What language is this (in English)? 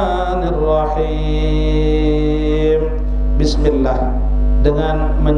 Sasak